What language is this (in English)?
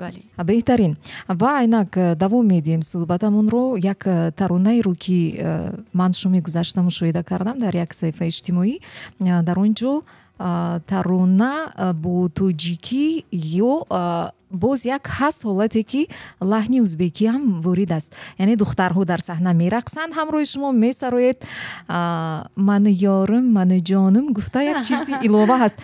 Tajik